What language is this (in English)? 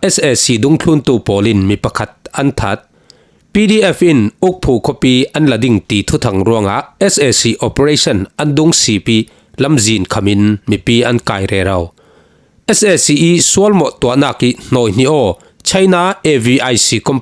Falam Chin